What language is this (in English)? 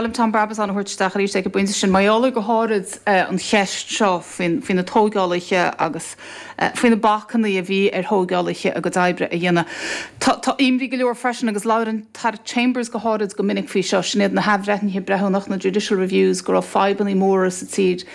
Irish